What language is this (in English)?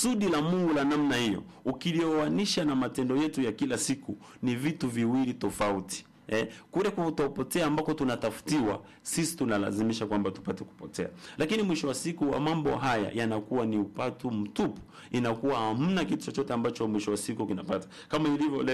Swahili